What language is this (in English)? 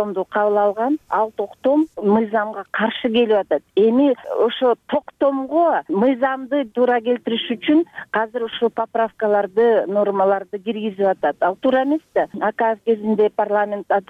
Kyrgyz